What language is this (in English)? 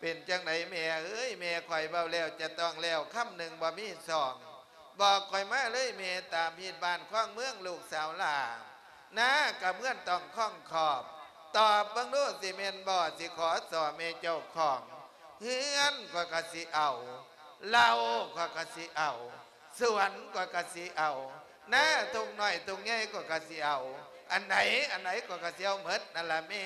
Lao